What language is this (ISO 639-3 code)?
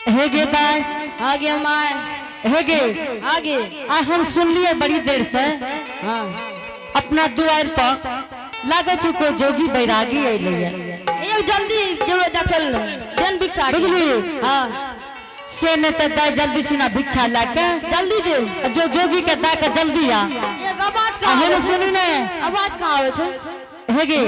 anp